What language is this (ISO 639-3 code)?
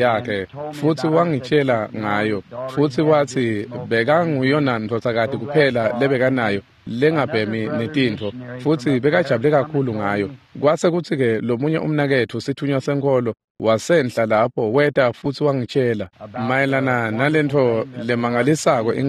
ssw